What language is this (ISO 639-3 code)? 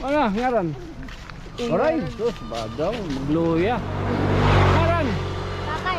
war